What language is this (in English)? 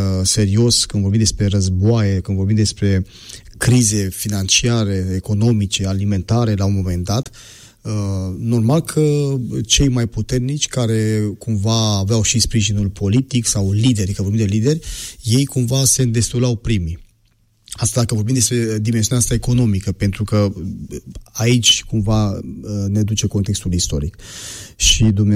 Romanian